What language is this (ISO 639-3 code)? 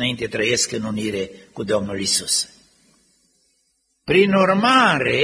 ron